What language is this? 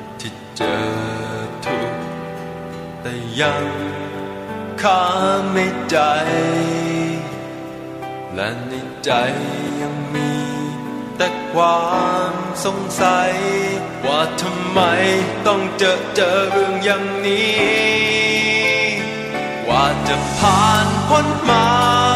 Thai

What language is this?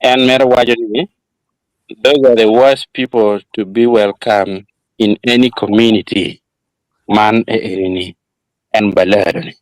Acoli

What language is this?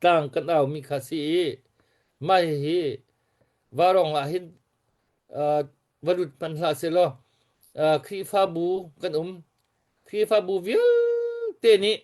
Hakha Chin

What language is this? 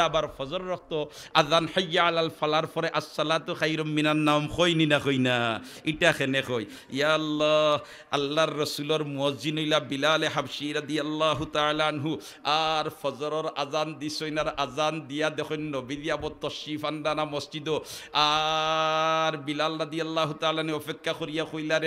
Sylheti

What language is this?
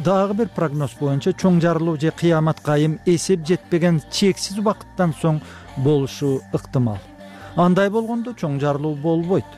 Kyrgyz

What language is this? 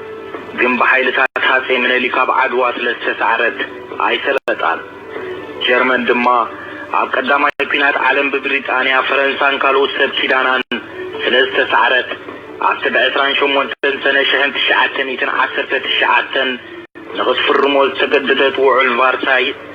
Tigrinya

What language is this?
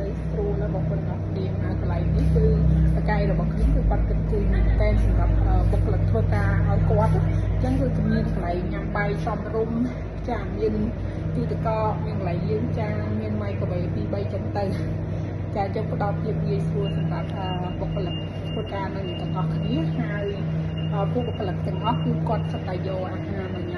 Khmer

